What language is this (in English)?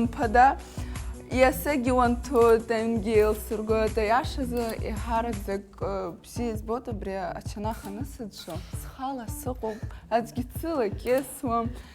Abkhazian